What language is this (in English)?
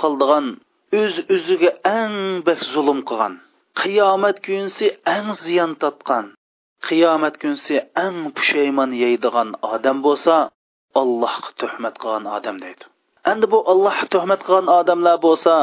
Uyghur